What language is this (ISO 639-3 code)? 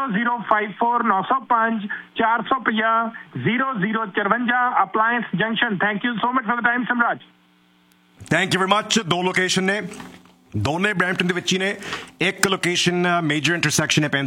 pan